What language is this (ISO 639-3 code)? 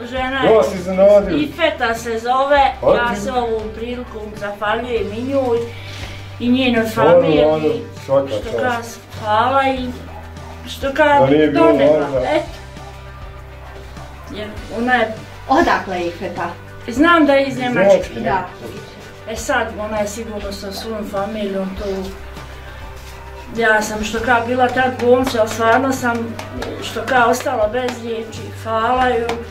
bos